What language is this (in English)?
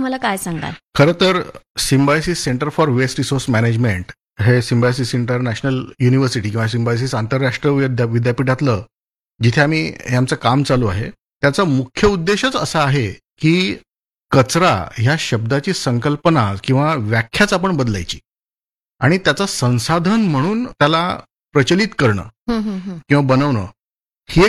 Marathi